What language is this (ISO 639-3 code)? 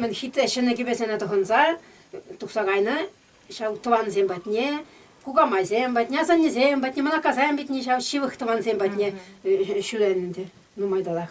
chv